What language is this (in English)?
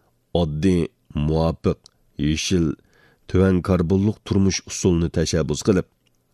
Uyghur